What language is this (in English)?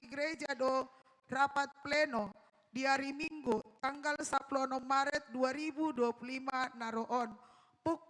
Batak Toba